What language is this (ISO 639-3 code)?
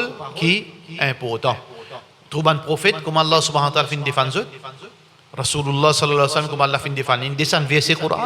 mfe